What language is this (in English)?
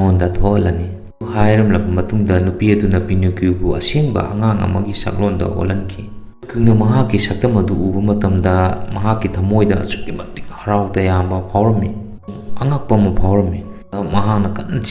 Manipuri